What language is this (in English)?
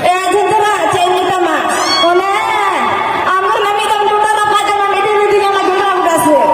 Santali